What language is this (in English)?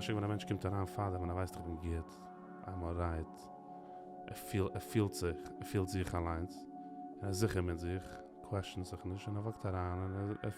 Yiddish